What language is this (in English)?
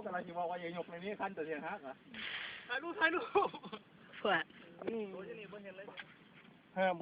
Lao